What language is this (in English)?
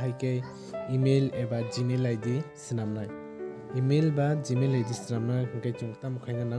Kok Borok